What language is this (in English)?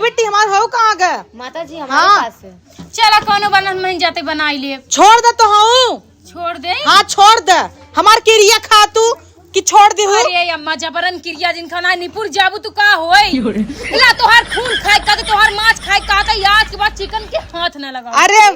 Awadhi